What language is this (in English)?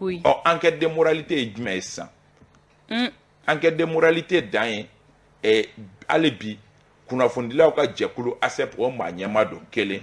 Bambara